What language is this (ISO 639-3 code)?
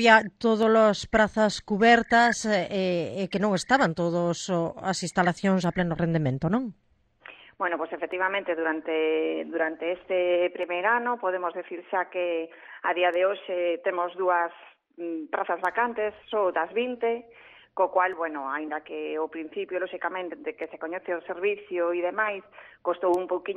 glg